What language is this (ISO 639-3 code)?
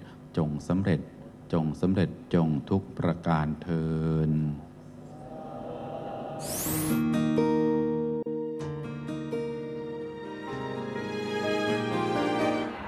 tha